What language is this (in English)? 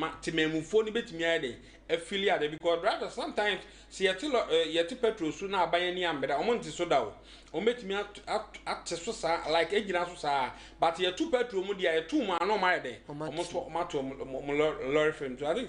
Akan